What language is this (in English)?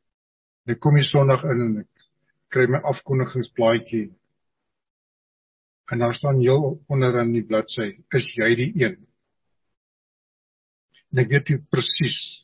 Afrikaans